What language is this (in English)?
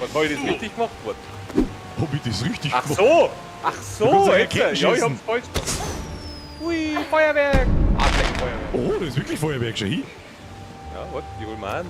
Bavarian